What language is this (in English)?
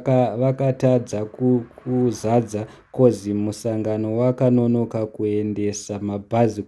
Shona